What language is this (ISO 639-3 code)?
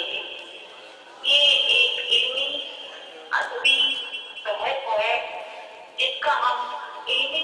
urd